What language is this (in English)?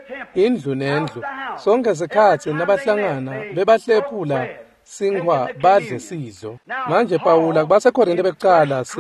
Swati